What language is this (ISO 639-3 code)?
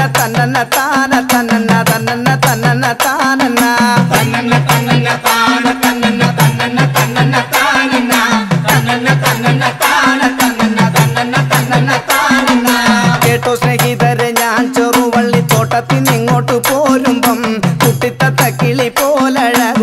mal